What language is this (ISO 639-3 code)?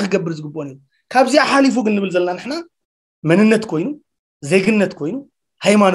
tir